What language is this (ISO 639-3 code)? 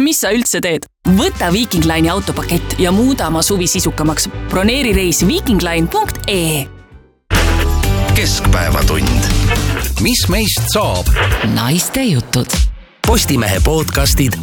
est